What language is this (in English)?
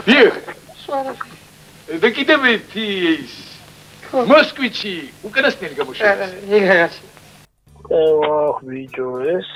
Georgian